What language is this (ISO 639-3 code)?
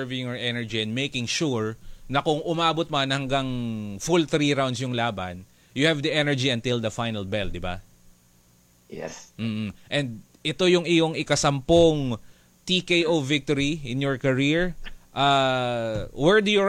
fil